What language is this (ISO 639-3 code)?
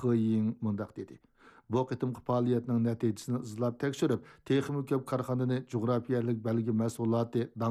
uig